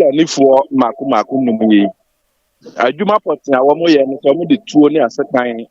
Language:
Akan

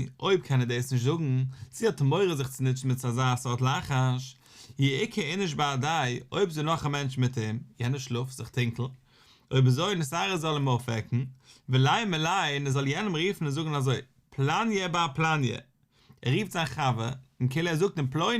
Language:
Yiddish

